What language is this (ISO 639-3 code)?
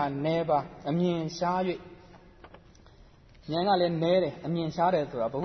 mya